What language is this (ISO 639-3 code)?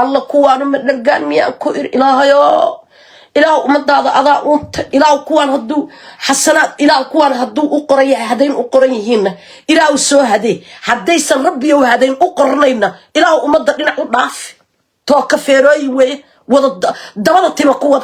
som